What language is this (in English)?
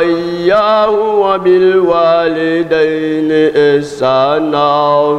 Dagbani